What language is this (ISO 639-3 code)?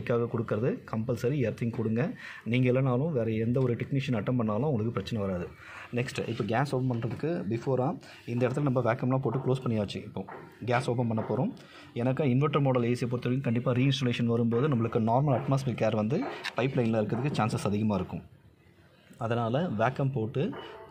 tam